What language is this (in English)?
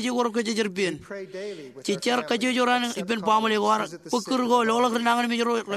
Marshallese